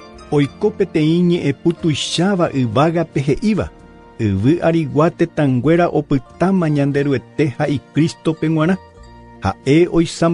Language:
Guarani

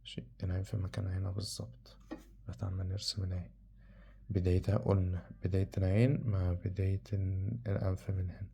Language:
Egyptian Arabic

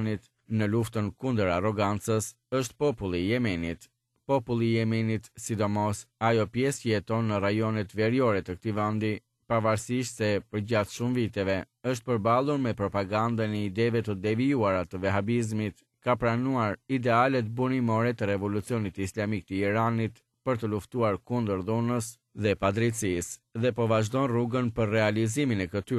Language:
Albanian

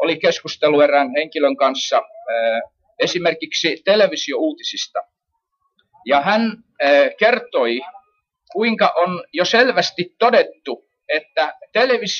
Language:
Finnish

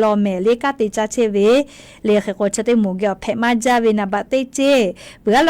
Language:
Lahu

